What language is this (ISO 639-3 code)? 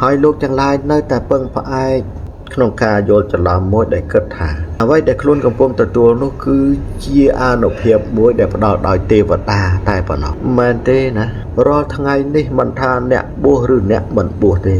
khm